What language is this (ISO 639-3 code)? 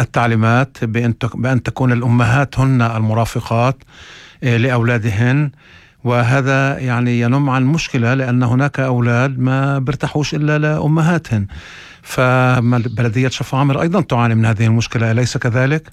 apc